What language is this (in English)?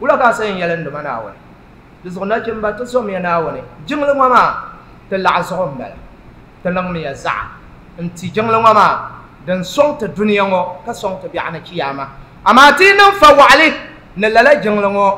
Dagbani